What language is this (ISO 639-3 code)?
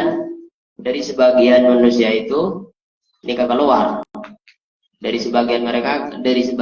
mad